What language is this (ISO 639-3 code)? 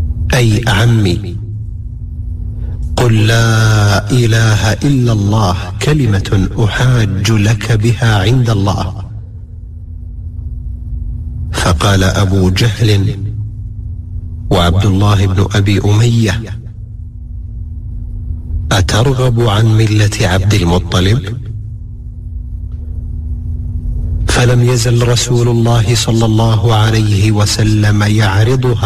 ara